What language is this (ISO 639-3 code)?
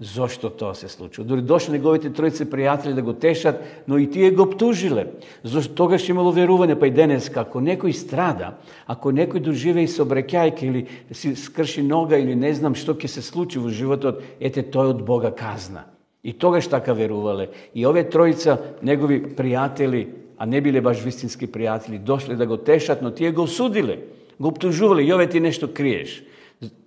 mkd